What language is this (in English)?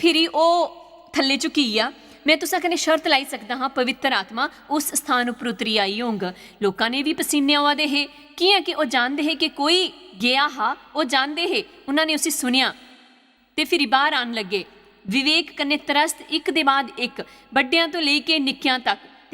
Dogri